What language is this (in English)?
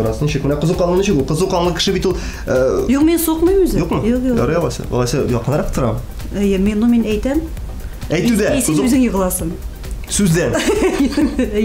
Tatar